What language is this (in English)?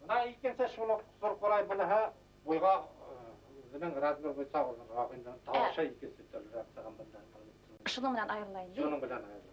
Bashkir